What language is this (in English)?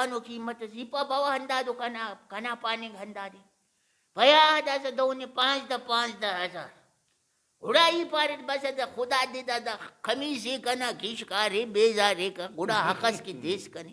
Brahui